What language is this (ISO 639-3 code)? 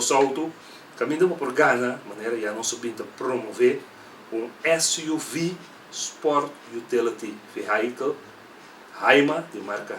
pap